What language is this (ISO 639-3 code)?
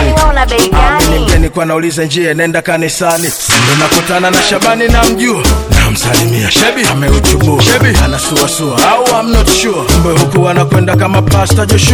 swa